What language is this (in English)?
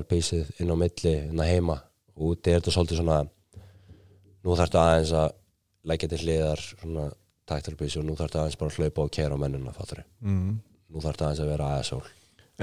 Icelandic